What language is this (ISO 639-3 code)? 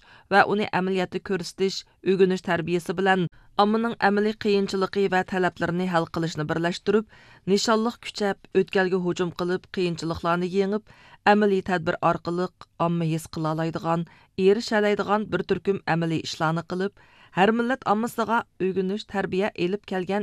uig